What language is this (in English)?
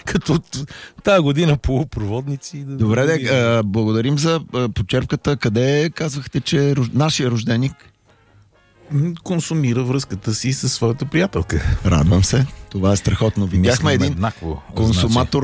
Bulgarian